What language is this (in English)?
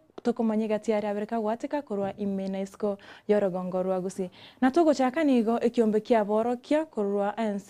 Gusii